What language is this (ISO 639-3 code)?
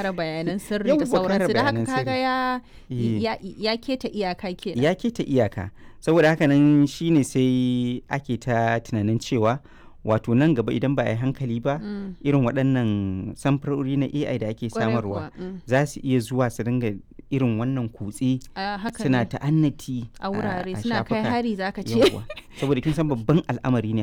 hau